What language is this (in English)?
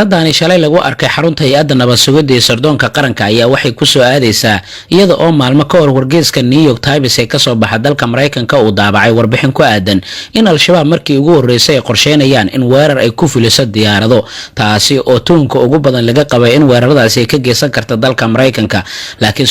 Somali